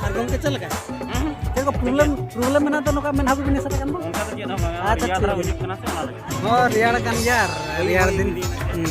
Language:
Santali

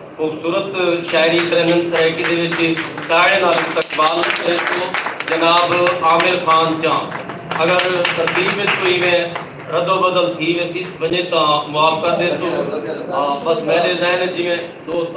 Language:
Saraiki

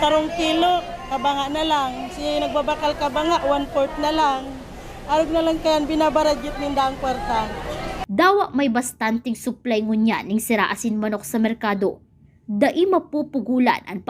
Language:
Bikol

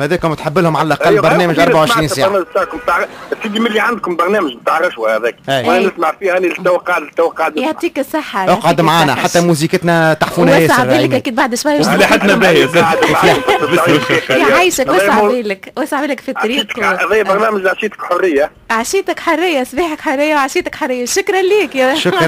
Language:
Tunisian Arabic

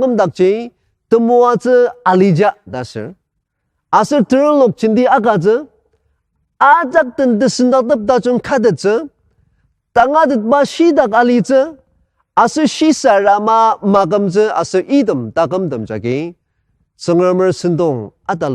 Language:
Ao Naga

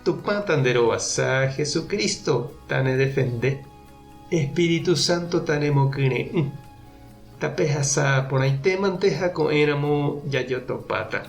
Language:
Guarani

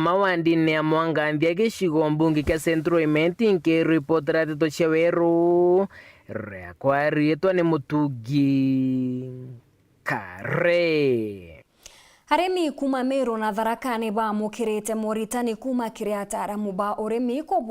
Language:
Meru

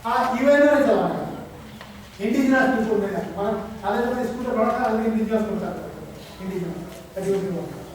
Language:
Santali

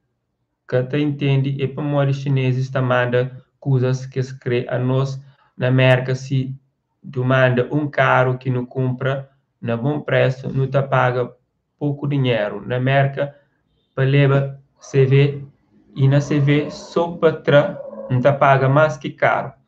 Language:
Kabuverdianu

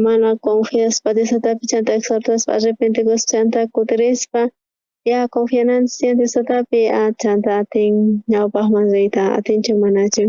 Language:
South Bolivian Quechua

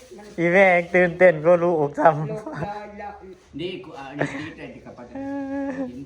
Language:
Northeastern Thai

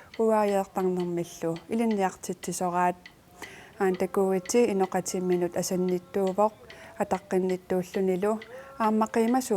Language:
Kalaallisut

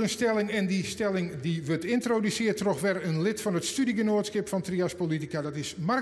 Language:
Western Frisian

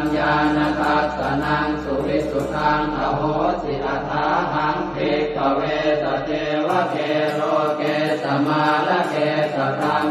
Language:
Pali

